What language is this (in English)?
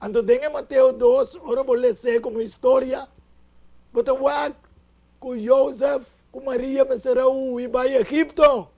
Papiamento